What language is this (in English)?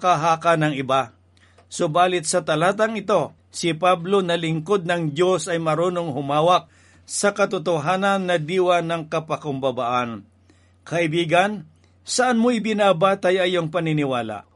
Filipino